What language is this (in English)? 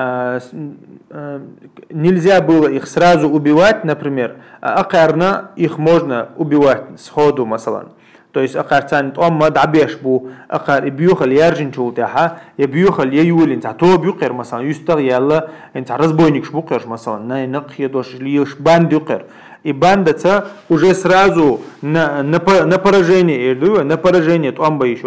Chechen